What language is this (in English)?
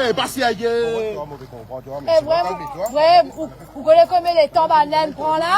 Morisyen